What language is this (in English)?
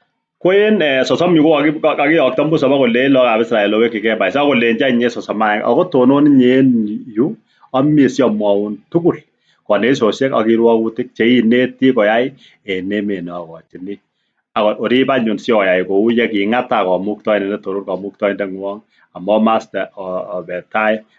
Kalenjin